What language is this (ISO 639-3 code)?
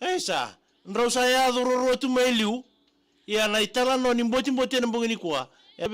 fij